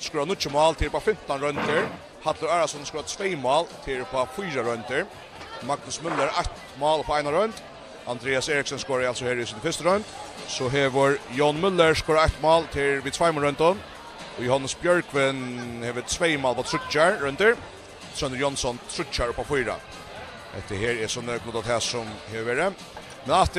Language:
Faroese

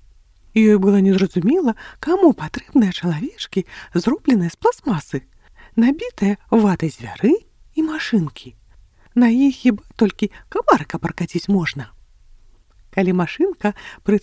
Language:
Belarusian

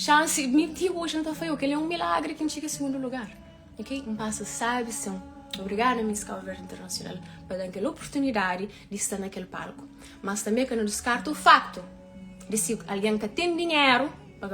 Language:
Kabuverdianu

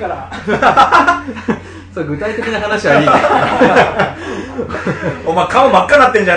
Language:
Japanese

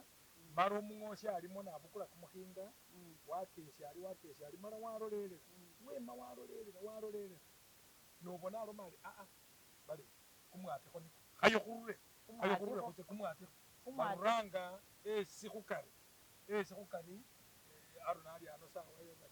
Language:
Masaaba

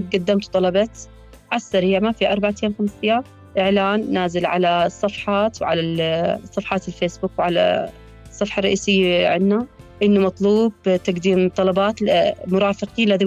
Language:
North Levantine Arabic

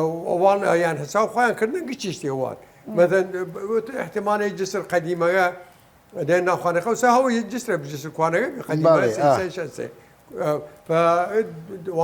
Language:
Southern Kurdish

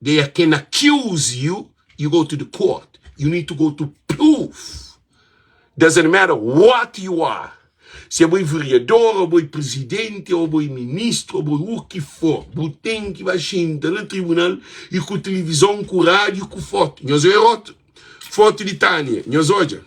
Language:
Kabuverdianu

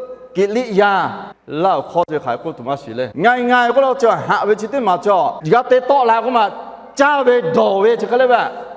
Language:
Lahu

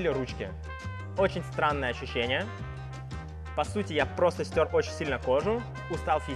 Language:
Russian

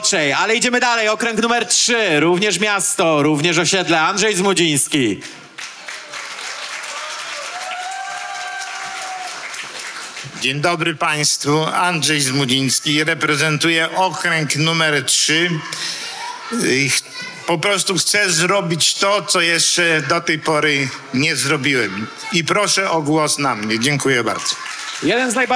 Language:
Polish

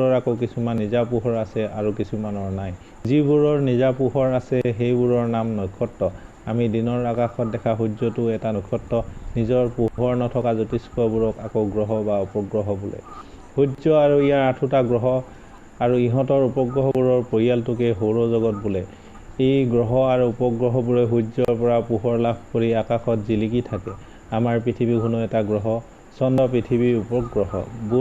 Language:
Assamese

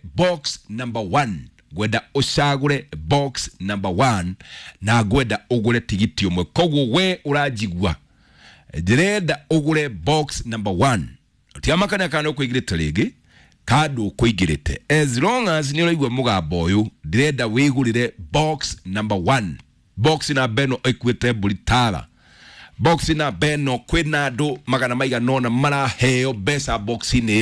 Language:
Kikuyu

